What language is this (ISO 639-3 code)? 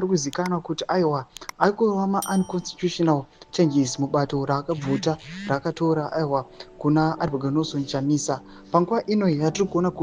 sna